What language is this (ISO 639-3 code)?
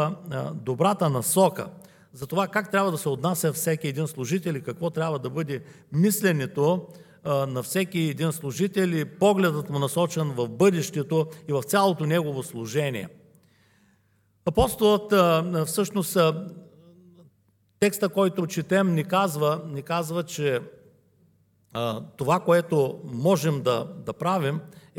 bul